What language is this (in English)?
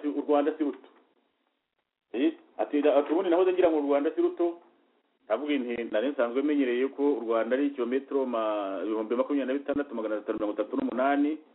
Kinyarwanda